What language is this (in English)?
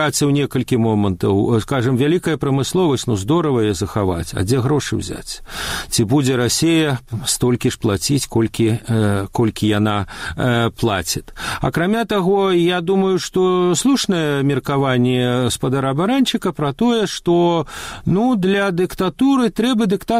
Belarusian